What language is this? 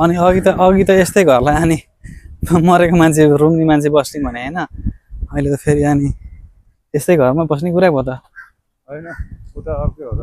Nepali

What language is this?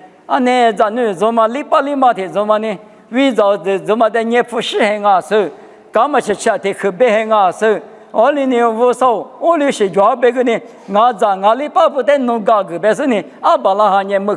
Lisu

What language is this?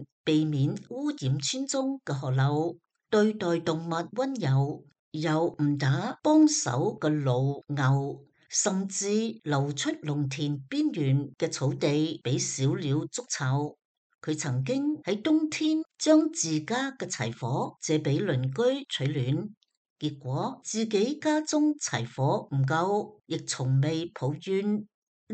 Cantonese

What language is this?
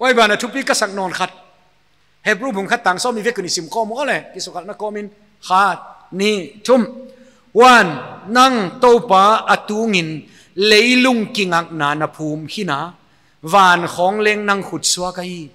Paite Chin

